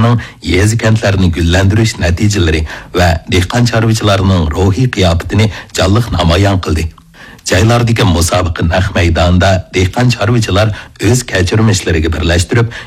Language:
Uyghur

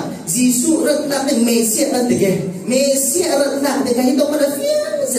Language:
Falam Chin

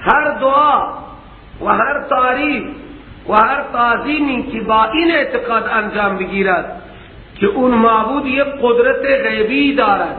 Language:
Persian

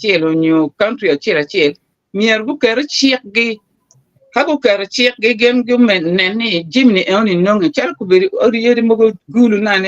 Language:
Acoli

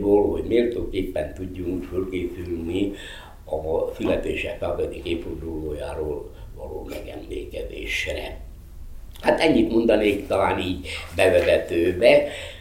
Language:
Hungarian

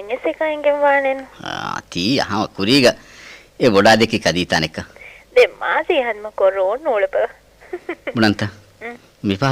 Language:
Divehi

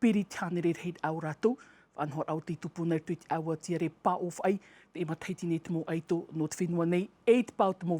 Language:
Tahitian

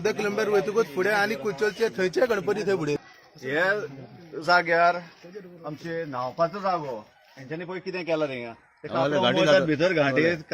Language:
Konkani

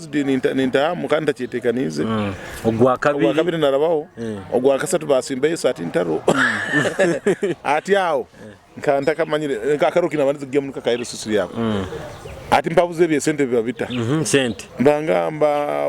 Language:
Nyoro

